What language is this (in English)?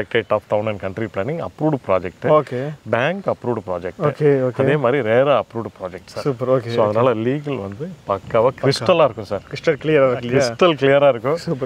Tamil